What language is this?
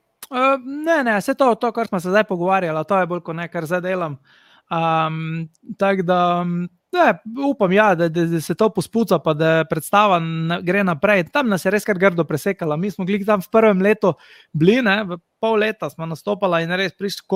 Slovenian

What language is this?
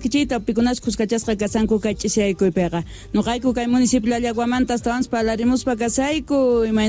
Quechua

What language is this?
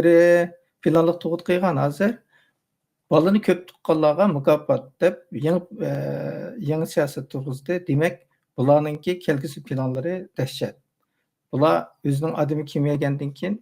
Uyghur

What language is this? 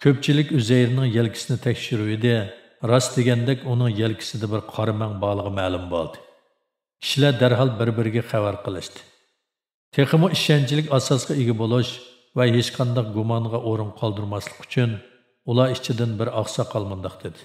Uyghur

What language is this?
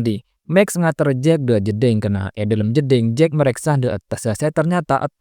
Madurese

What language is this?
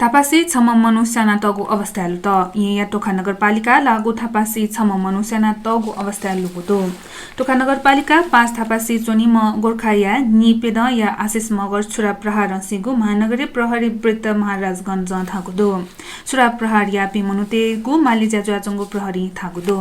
Newari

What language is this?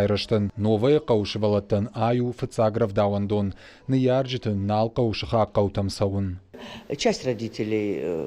Ossetic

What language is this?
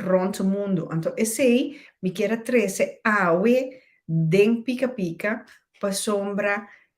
Papiamento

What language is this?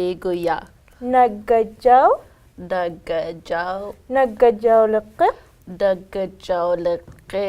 Inuktitut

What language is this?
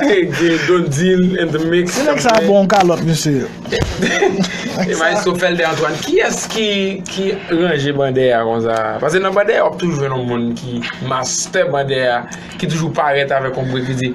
Haitian Creole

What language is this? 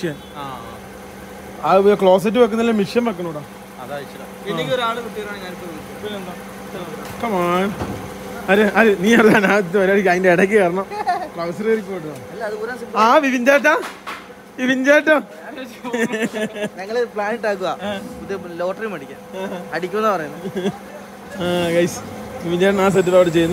Malayalam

